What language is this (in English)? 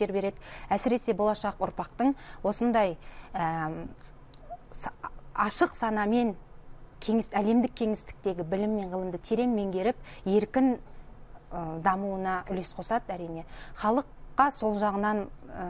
Kazakh